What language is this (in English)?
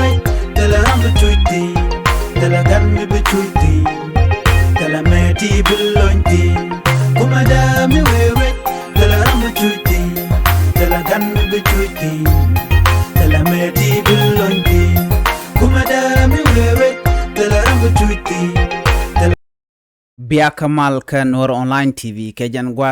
Nuer